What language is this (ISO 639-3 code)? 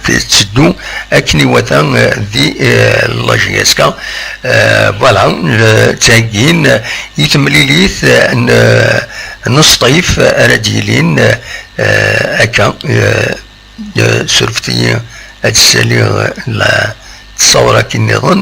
kab